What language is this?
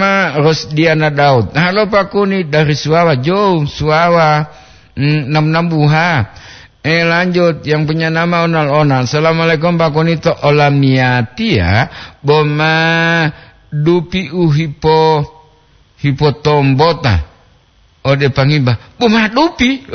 Gorontalo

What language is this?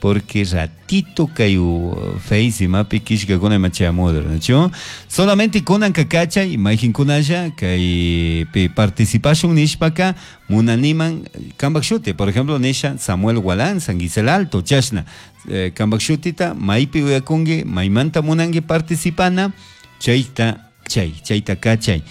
Chimborazo Highland Quichua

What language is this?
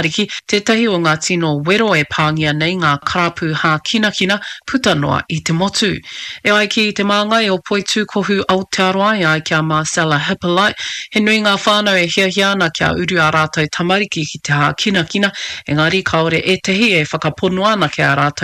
Māori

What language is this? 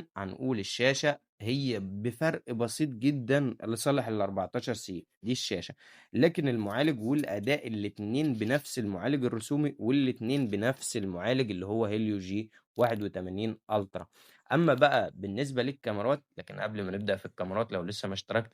Egyptian Arabic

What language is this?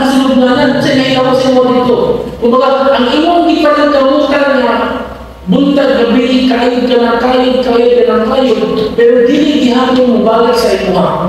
Cebuano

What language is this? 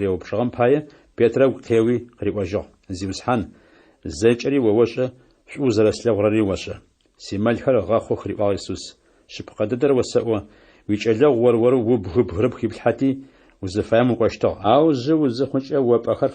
Adyghe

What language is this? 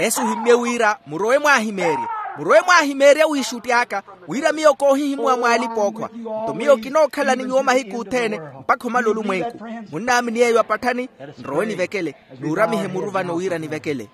Makhuwa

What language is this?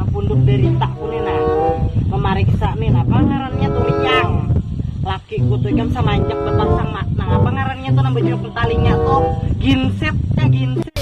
Banjar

